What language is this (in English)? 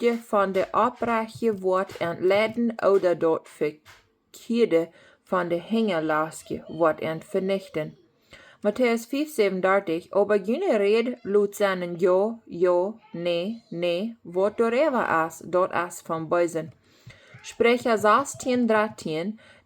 Plautdietsch